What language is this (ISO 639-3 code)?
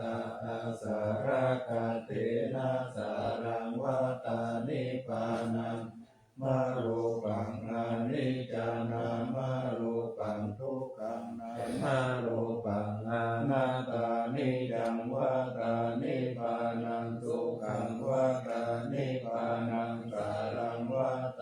pli